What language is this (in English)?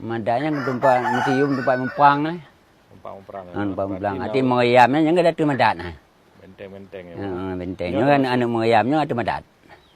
Achinese